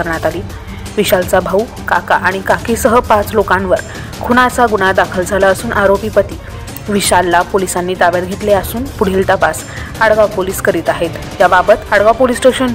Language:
Marathi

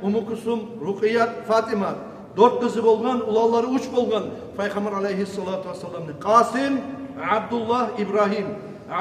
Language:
Kumyk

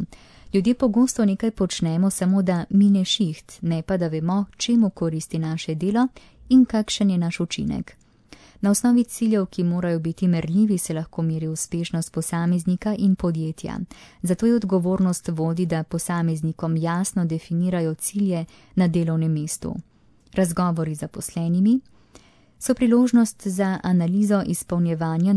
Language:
Slovenian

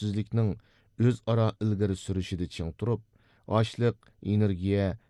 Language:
Uyghur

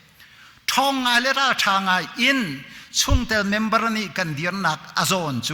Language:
Hakha Chin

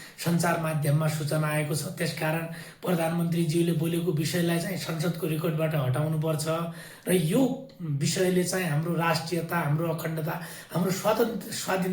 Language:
Nepali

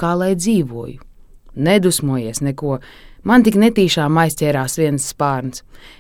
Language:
Latvian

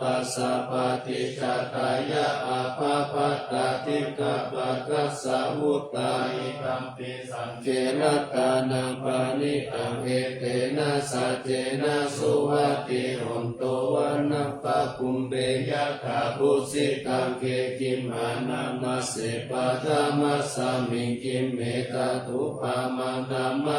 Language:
Pali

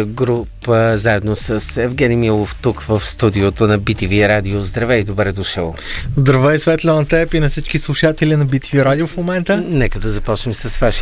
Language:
Bulgarian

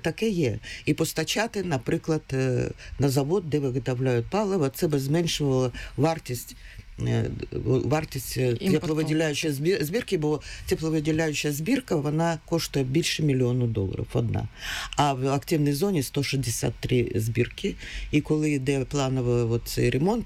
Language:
Ukrainian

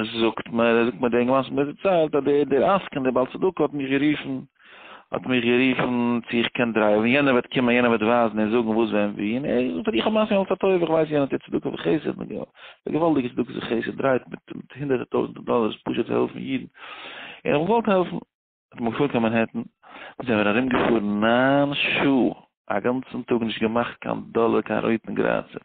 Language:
Yiddish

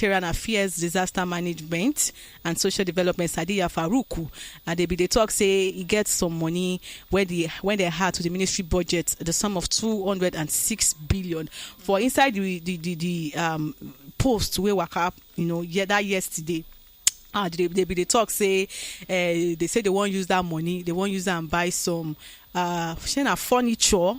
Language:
Nigerian Pidgin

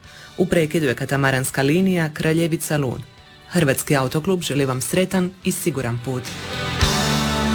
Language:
Croatian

